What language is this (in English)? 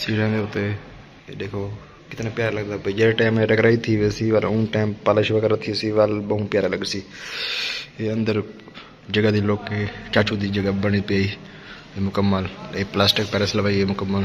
Saraiki